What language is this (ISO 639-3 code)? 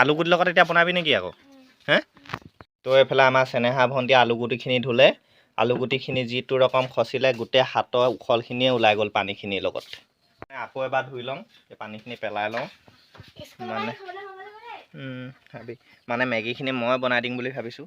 asm